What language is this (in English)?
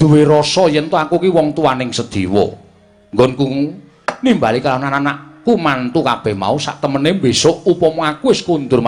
Javanese